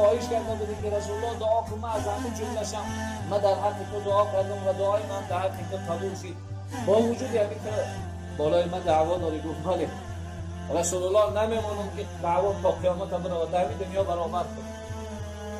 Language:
Tajik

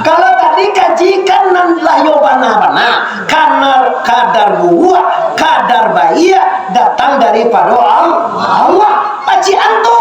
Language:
Minangkabau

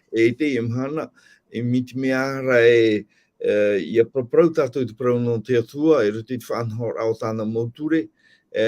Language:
Tahitian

